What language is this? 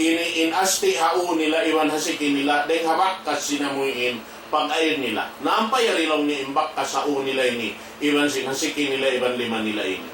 Tausug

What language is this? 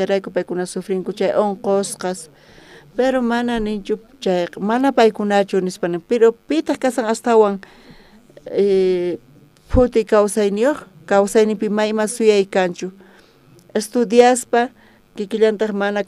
South Bolivian Quechua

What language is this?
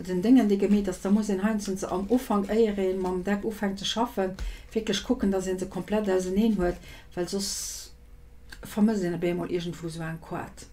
Luxembourgish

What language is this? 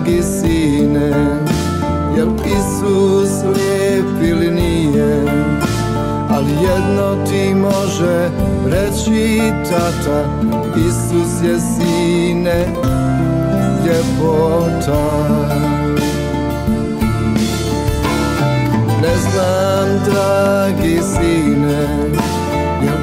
Croatian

